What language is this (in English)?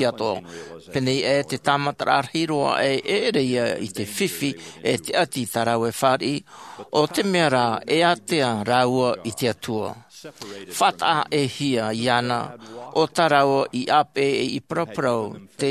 Tahitian